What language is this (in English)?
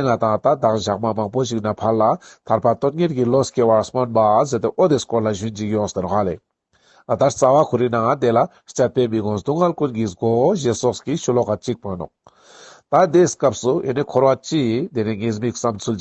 Ladakhi